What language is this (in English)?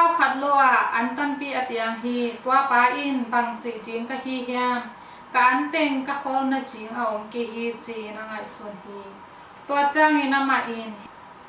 Tedim Chin